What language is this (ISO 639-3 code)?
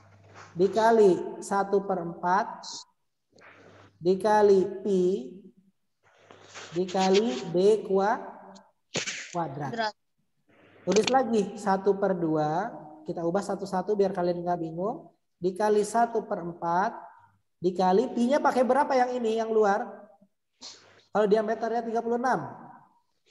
ind